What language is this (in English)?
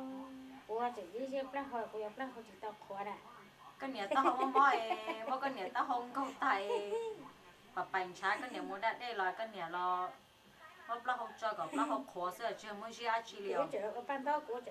Hmong